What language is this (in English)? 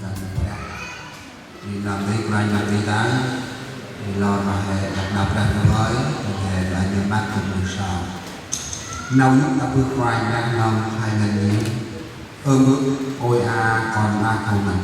Central Mnong